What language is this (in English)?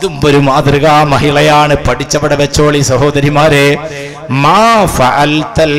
Malayalam